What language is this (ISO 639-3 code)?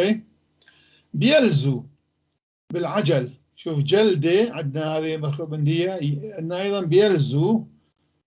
apc